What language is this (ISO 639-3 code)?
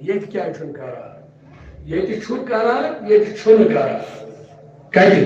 kas